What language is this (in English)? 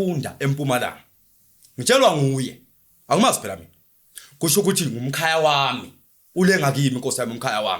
Zulu